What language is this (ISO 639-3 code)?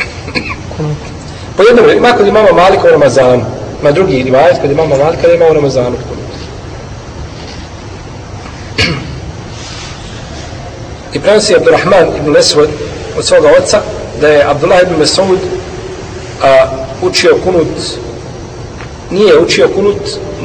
bos